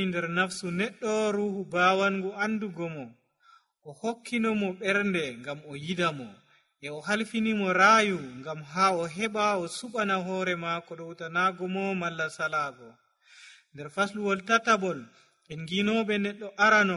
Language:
Nigerian Fulfulde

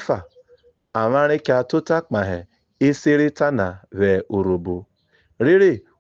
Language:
Urhobo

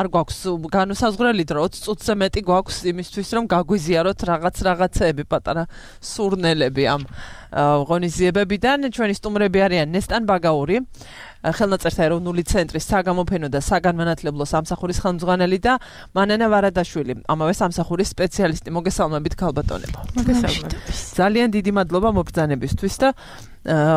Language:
Georgian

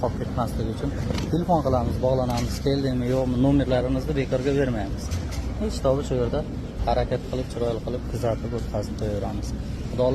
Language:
Uzbek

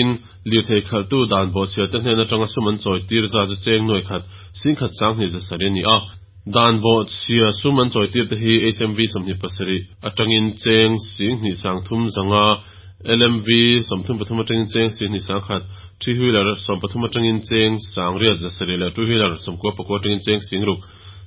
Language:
Mizo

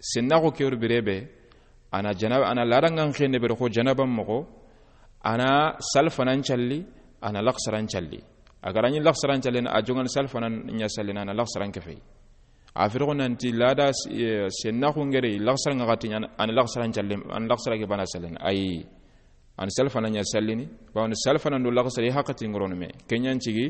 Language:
Soninke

